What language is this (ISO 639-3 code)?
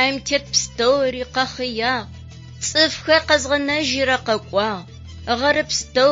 ady